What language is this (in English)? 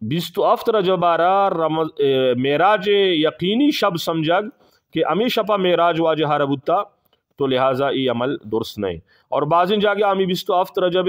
Eastern Balochi